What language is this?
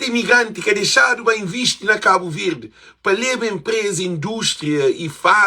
Kabuverdianu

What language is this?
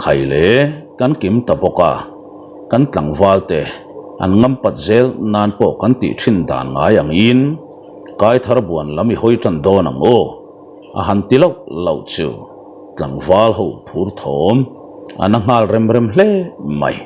Mizo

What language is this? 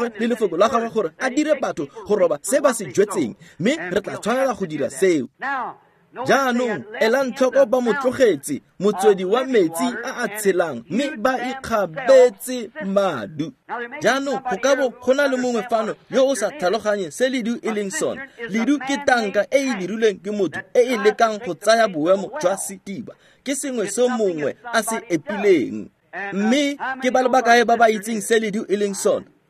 Tswana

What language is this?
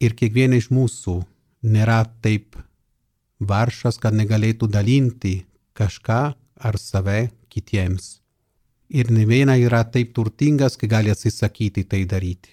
Lithuanian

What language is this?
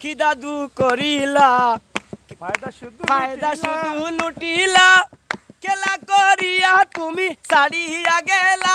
Sylheti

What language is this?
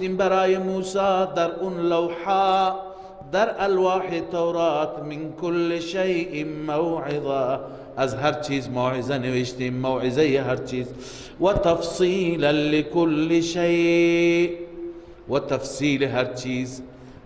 Persian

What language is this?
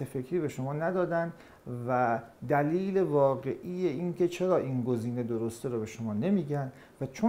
Persian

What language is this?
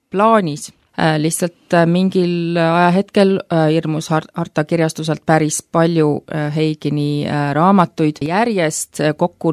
Estonian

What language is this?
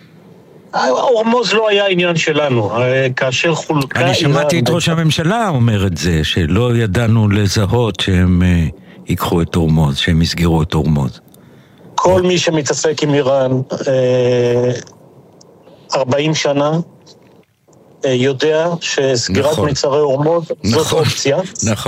Hebrew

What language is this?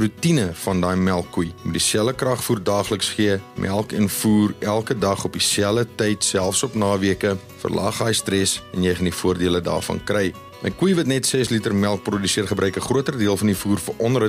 Afrikaans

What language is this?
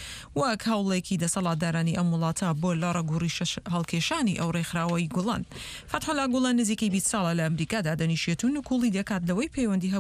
Central Kurdish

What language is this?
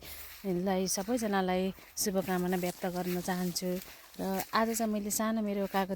Nepali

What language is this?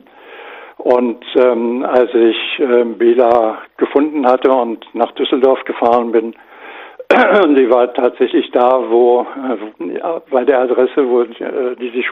German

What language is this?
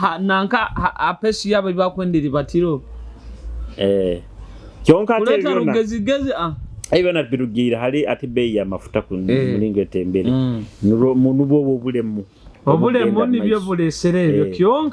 Nyoro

